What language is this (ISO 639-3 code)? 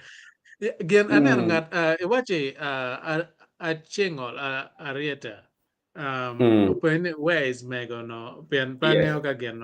ach